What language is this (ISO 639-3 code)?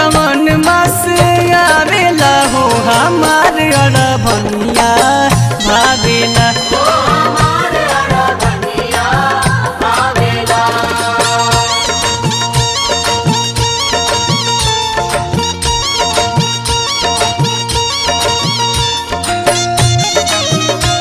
bho